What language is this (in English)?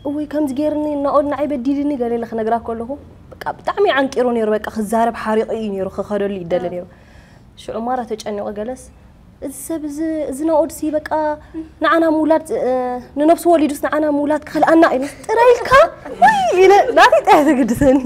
Tigrinya